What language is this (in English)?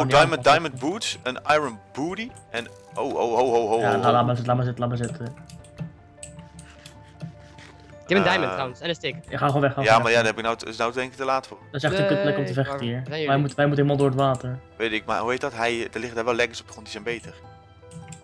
Dutch